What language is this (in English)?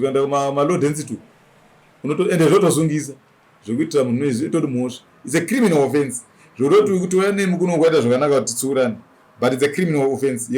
Shona